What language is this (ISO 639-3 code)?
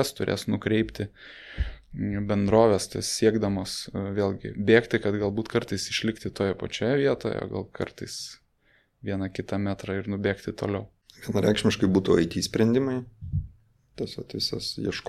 lit